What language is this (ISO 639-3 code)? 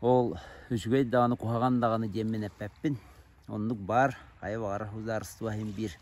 sah